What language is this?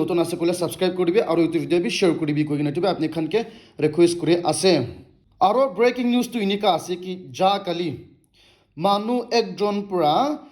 Naga Pidgin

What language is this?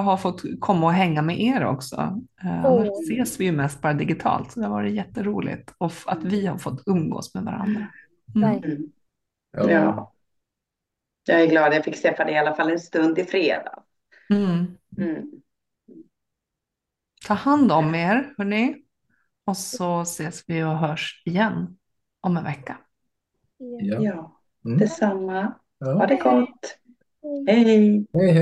Swedish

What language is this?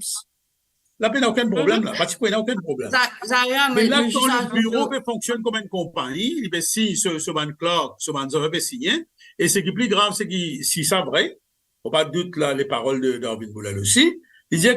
Morisyen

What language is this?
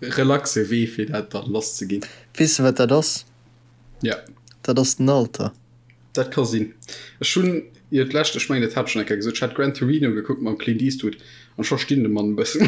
Luxembourgish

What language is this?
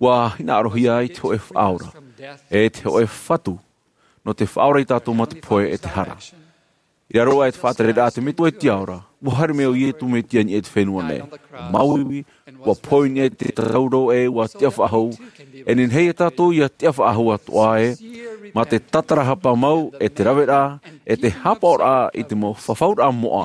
Tahitian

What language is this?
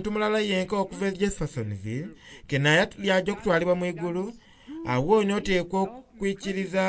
Soga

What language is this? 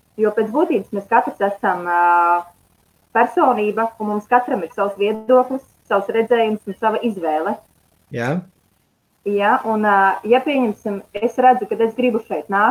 Latvian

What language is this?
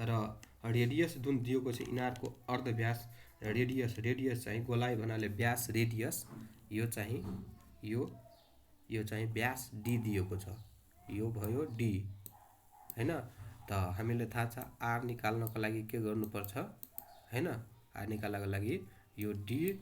Nepali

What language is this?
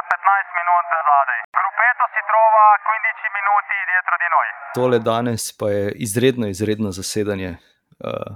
Slovenian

